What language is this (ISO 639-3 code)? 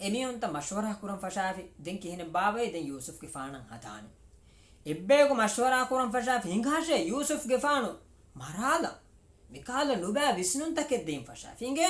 div